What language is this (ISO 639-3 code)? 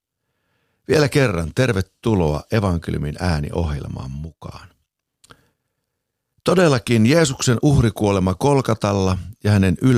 fin